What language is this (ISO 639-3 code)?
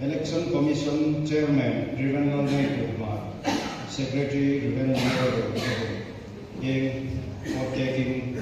hmr